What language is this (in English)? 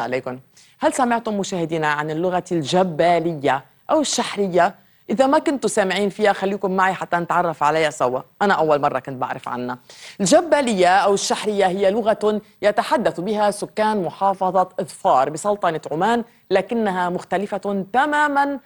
North Levantine Arabic